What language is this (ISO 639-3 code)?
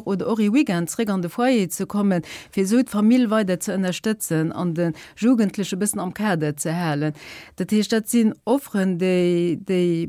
ltz